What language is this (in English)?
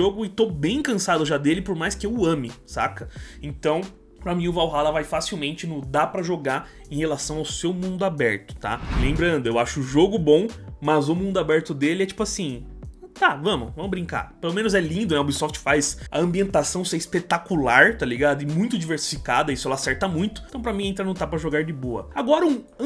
Portuguese